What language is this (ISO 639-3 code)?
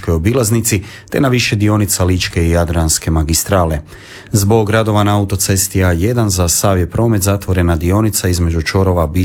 hrv